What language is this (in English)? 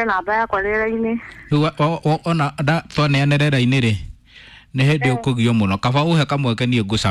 Kikuyu